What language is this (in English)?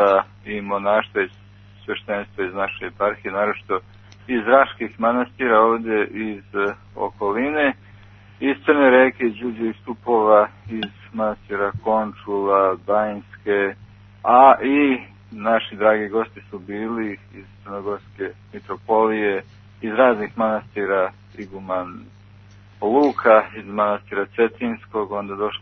Serbian